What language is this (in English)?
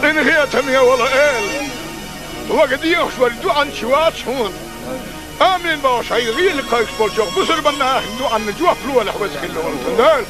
Chechen